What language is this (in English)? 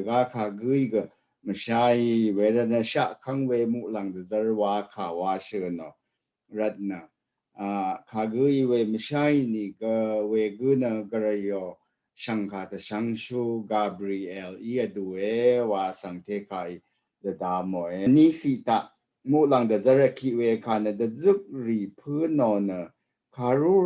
Rawang